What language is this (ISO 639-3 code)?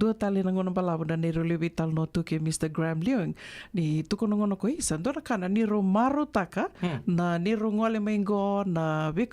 fij